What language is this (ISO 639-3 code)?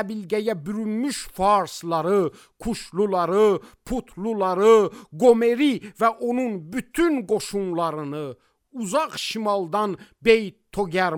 aze